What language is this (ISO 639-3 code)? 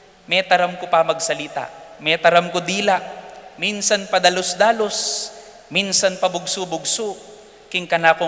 pam